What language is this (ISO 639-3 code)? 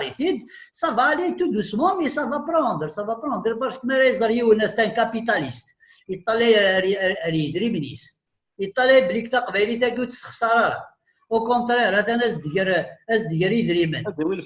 kab